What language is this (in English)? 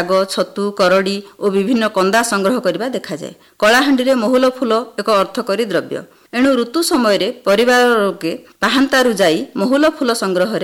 Odia